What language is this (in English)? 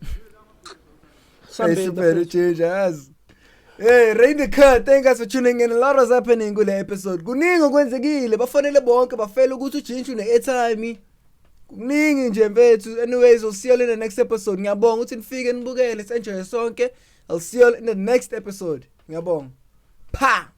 Zulu